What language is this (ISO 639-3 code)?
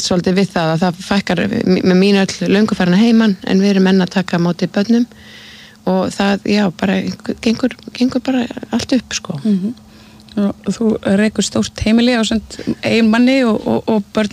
isl